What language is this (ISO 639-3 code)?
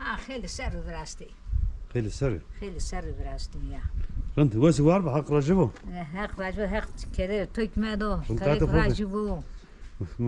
zza